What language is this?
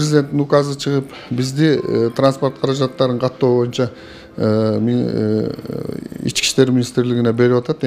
Kyrgyz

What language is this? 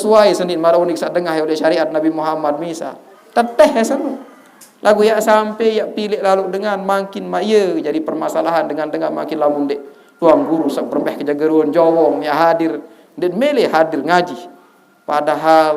Sasak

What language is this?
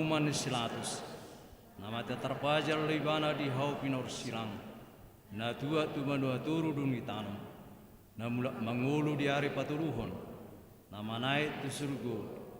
Batak Toba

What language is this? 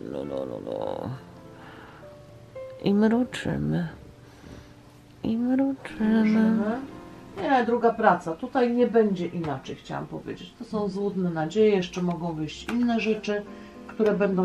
Polish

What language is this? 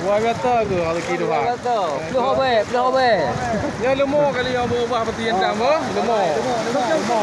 Achinese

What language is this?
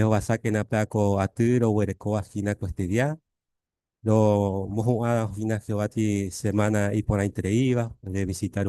Guarani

